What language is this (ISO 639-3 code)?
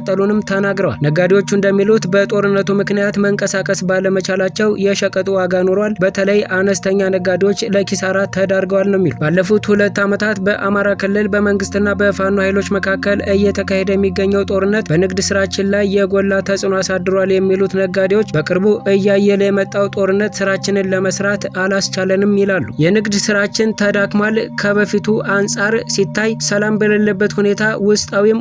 amh